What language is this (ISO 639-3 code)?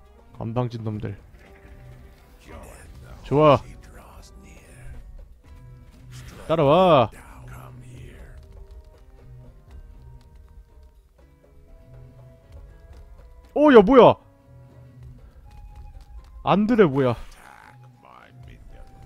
kor